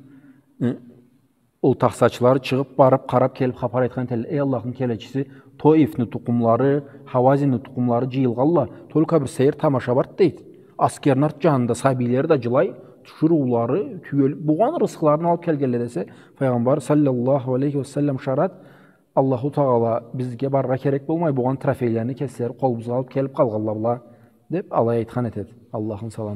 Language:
Karachay-Balkar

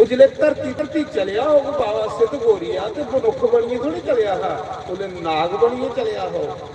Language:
Dogri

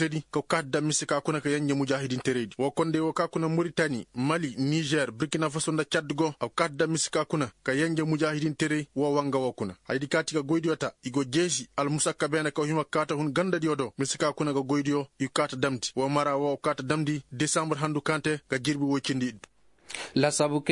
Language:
Koyraboro Senni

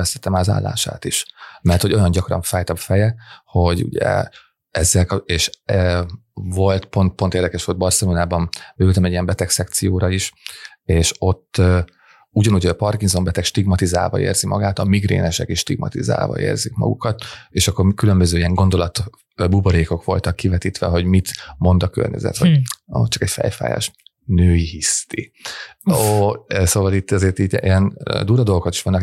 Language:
Hungarian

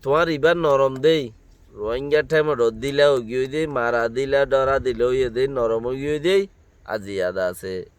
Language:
Rohingya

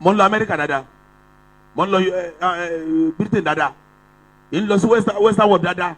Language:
Yoruba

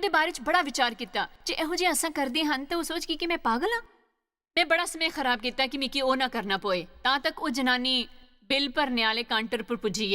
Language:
Dogri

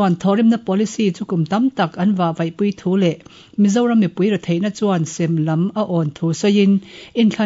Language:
Mizo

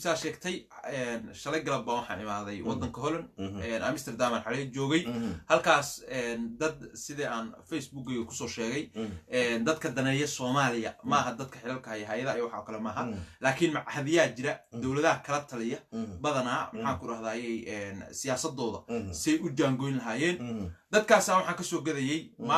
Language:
Somali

